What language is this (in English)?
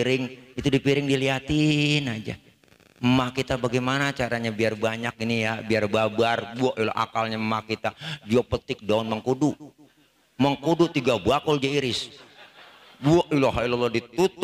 Betawi